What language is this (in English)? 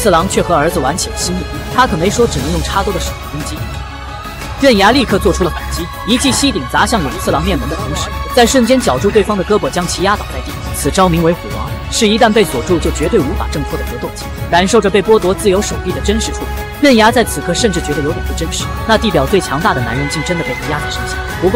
Chinese